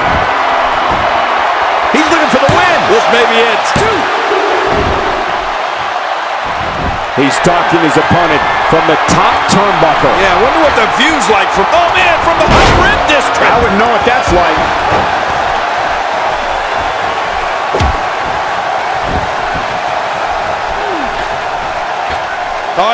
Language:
English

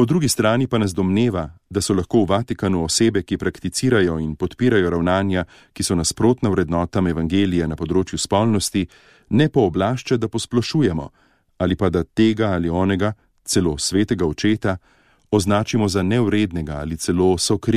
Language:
Slovenian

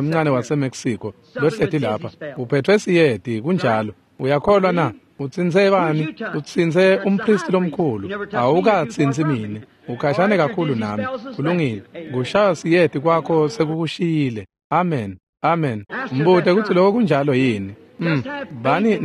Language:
Swati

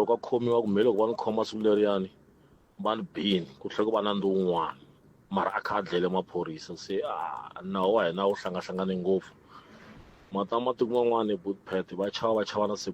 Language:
Tsonga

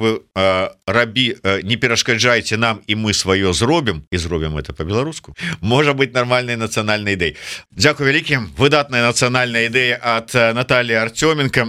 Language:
Belarusian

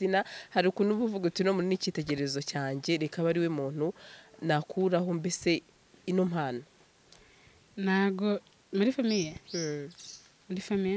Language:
Kinyarwanda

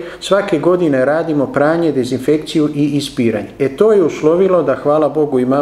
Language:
Serbian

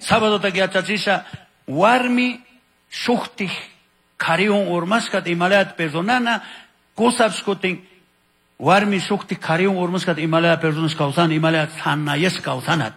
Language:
Chimborazo Highland Quichua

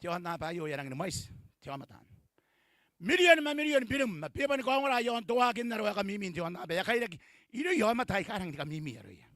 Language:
Gilbertese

